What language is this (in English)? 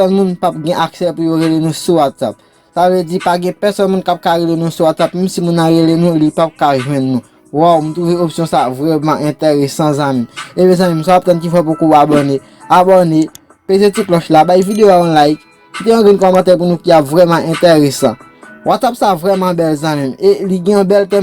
Haitian Creole